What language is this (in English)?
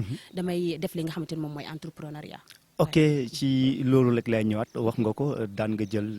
Wolof